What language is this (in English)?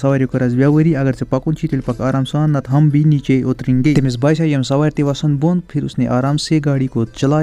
Kashmiri